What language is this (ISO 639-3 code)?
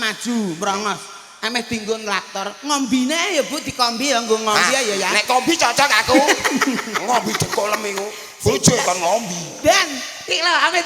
jav